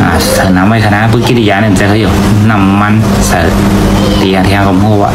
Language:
Shan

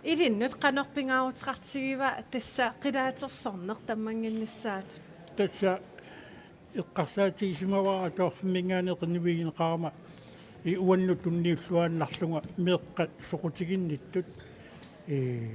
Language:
Kalaallisut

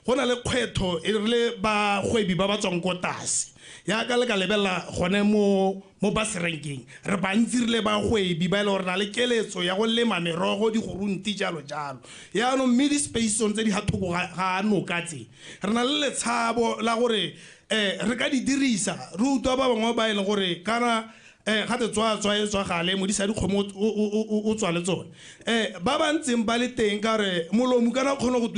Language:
Tswana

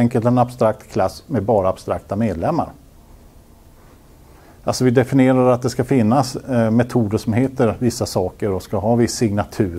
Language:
Swedish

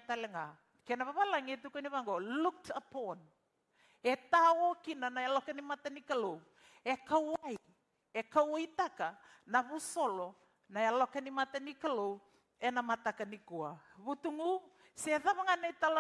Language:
Fijian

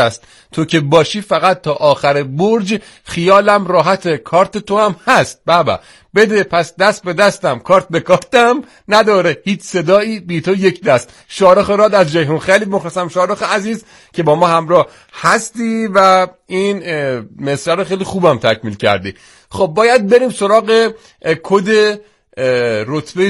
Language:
Persian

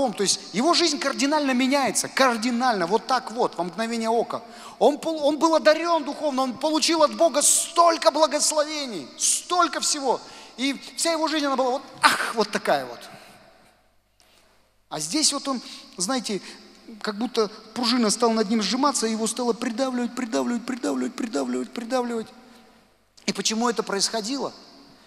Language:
Russian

